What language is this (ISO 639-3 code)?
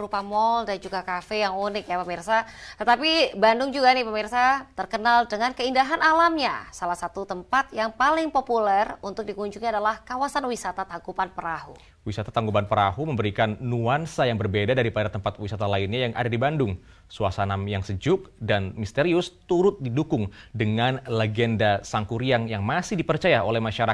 ind